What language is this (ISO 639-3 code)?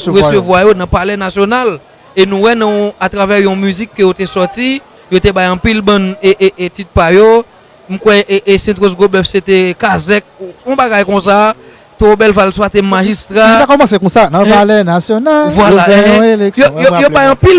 hat